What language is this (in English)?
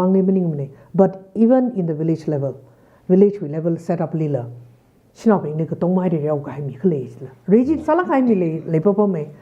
Tangkhul Naga (India)